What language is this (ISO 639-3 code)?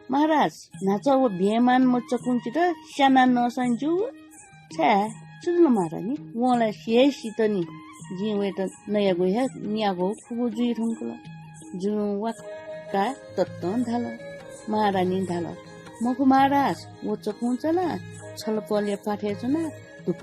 new